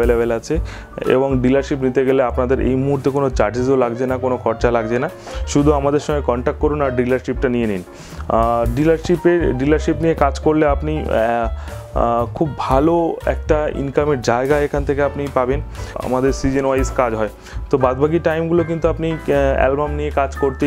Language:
Bangla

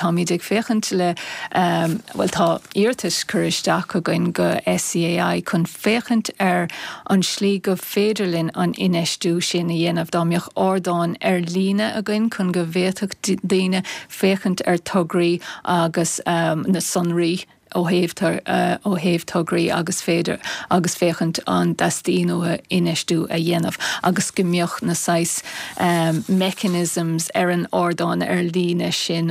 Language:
Irish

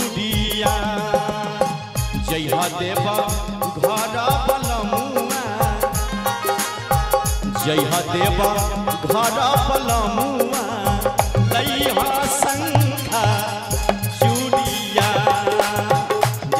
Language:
Bhojpuri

